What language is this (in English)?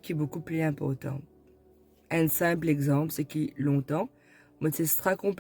Morisyen